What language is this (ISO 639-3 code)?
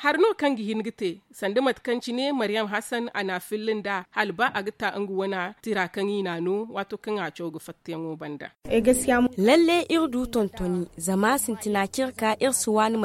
dje